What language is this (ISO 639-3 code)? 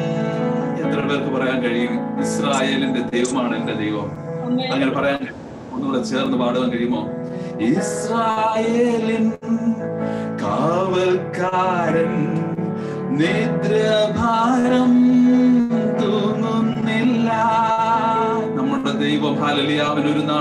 mal